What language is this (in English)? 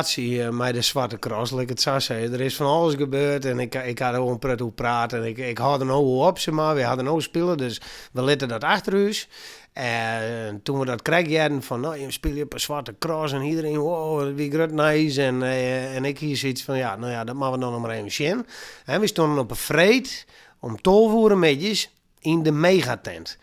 Western Frisian